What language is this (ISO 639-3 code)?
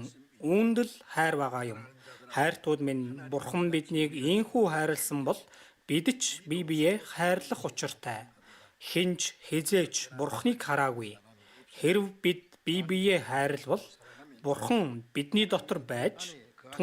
mon